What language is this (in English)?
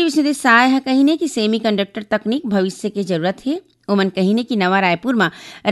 Chhattisgarhi